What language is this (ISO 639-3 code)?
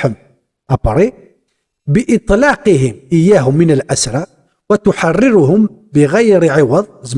kab